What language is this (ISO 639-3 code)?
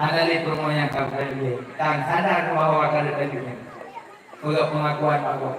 ace